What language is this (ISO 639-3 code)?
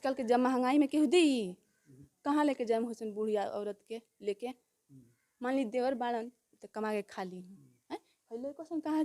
bho